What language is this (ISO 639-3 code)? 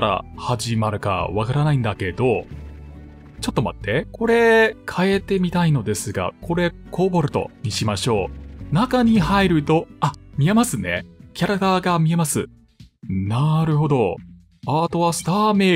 jpn